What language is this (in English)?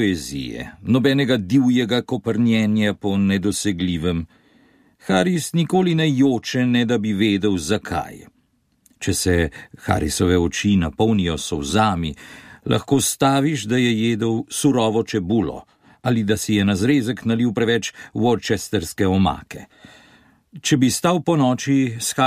Slovenian